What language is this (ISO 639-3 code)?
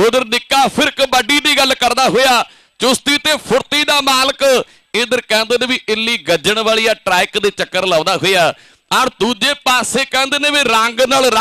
pan